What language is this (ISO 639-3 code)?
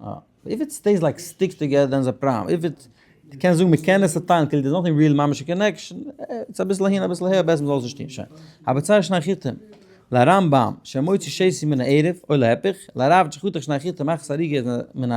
yid